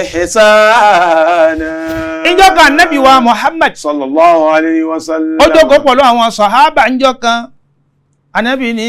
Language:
Yoruba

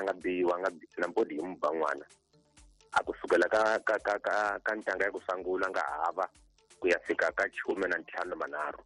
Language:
Tsonga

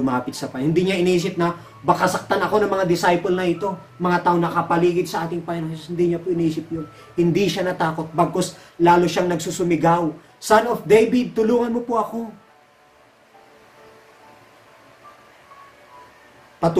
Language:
Filipino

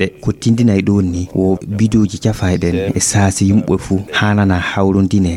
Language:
Fula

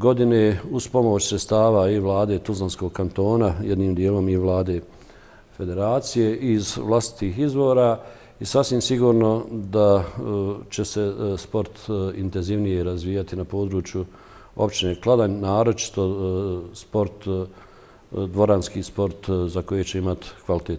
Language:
Bosnian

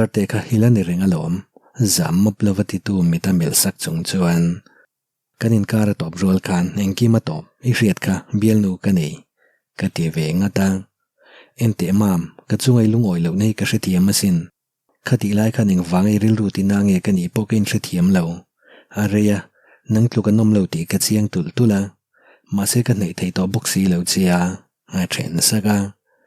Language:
Mizo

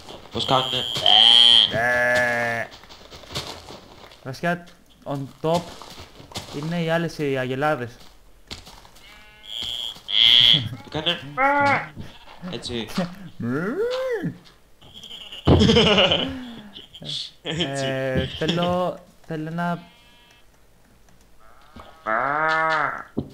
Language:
Greek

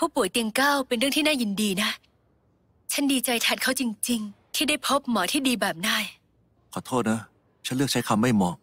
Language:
Thai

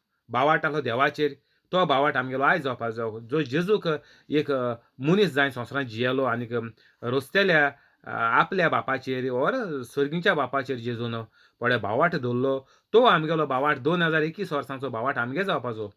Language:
Konkani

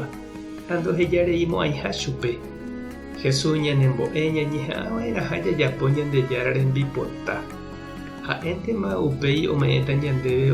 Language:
Guarani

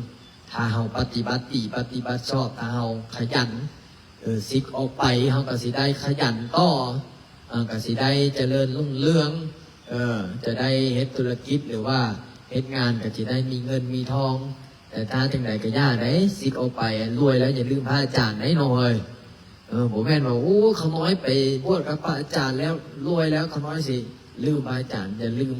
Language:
Lao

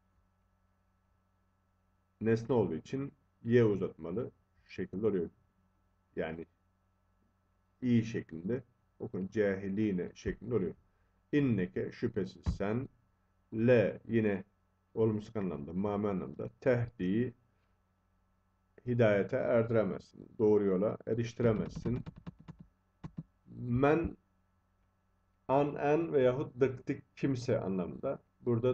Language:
Turkish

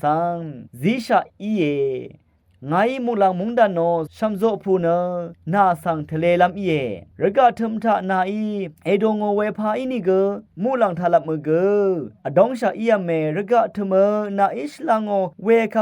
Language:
Rawang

